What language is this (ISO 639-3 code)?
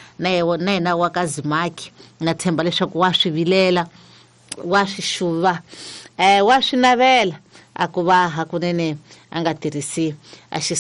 tso